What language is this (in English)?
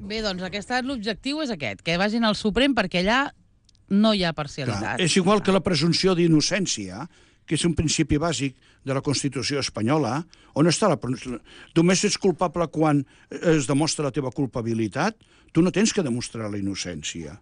Catalan